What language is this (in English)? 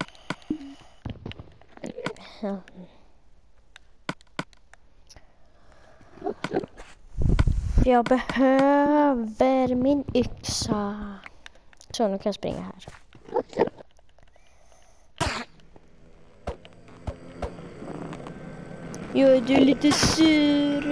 Swedish